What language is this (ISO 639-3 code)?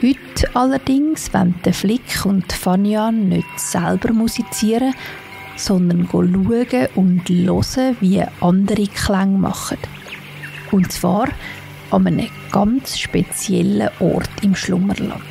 gsw